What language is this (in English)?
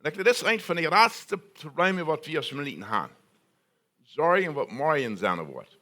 Plautdietsch